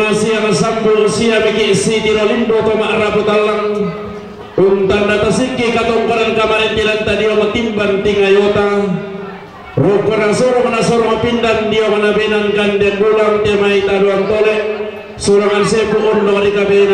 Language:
Toraja-Sa'dan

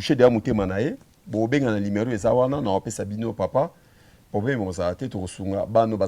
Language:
Lingala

